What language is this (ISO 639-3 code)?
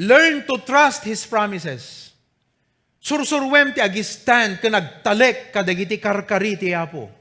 ilo